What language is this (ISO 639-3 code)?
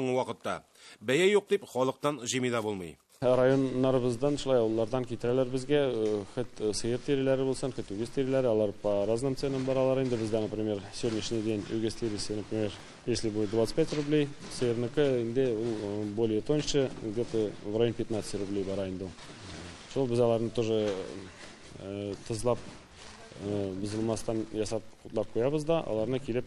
tat